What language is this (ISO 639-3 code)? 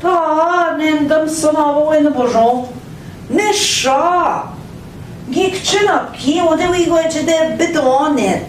ojc